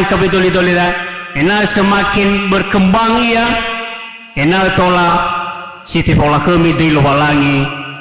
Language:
Nias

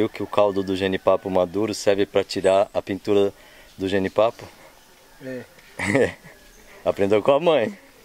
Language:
Portuguese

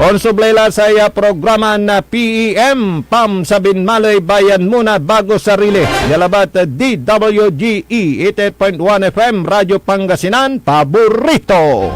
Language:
Pangasinan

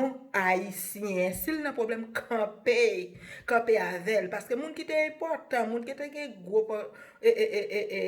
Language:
Haitian Creole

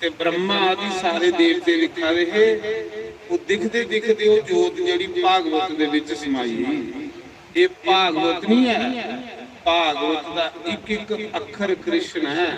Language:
Dogri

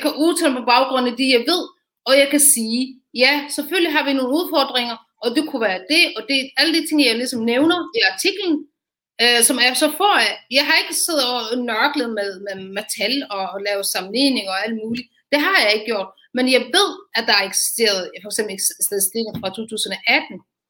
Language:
Danish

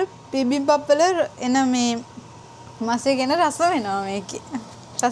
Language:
Sinhala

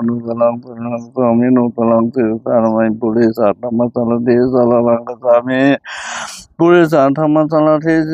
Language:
Pali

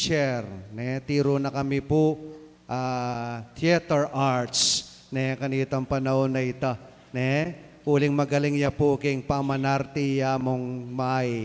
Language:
Pampanga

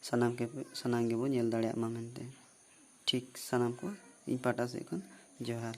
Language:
Santali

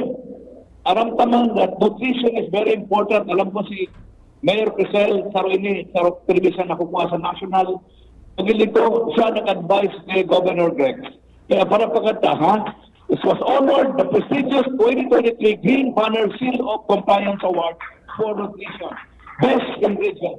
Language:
Bikol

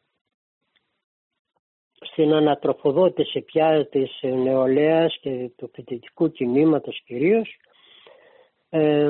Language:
Greek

